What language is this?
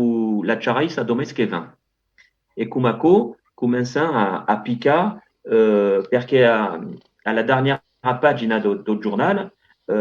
Occitan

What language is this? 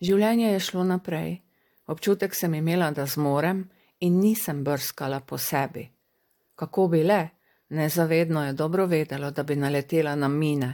Slovenian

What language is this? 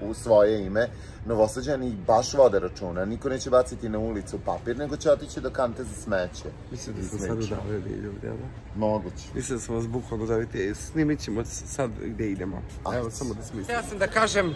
Serbian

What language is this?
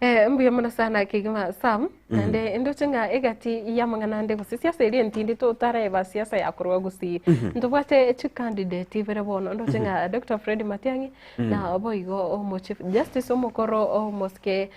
Gusii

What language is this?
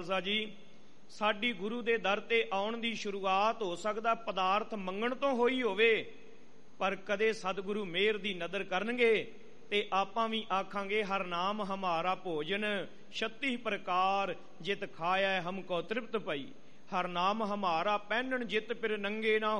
Punjabi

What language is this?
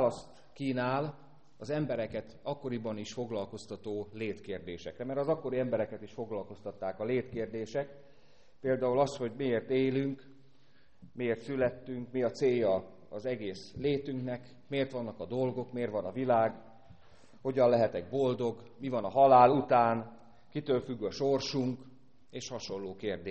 Hungarian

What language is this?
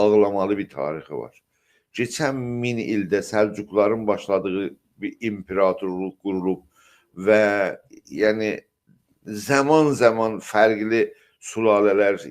South Azerbaijani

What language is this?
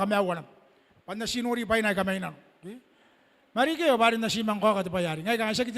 Gilbertese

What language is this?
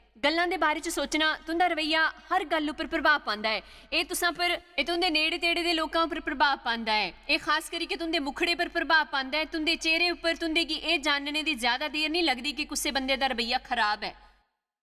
Dogri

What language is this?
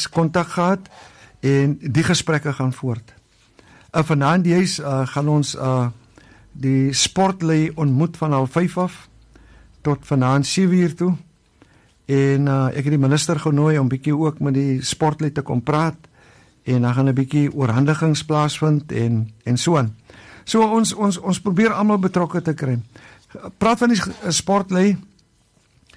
Afrikaans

